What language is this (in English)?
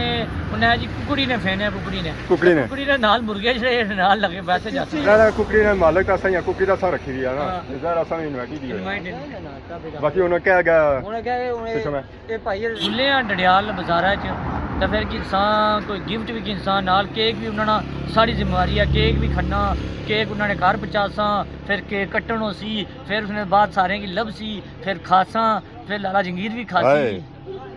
Pahari-Potwari